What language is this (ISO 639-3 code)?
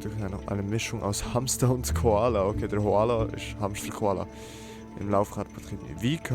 gsw